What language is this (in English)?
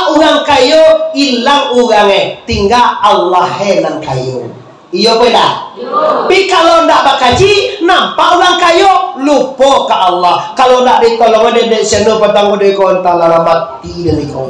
Minangkabau